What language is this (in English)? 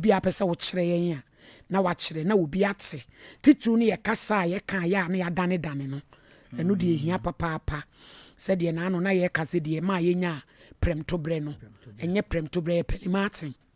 Akan